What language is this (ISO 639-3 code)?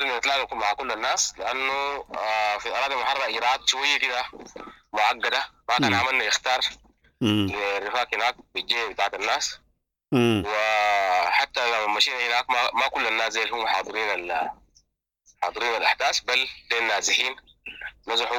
apd